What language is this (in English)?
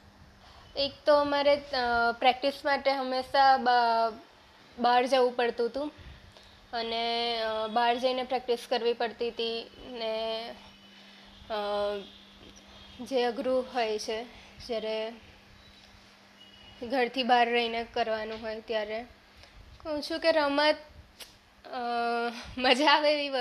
Gujarati